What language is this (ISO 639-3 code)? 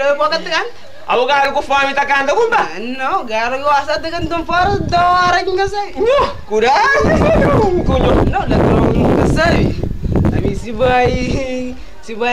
kea